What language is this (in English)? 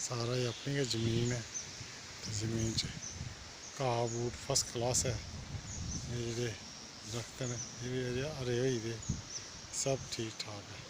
Dogri